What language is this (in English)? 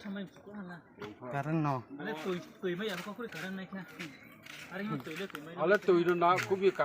Riang (India)